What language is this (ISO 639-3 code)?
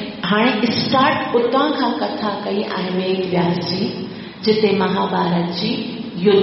snd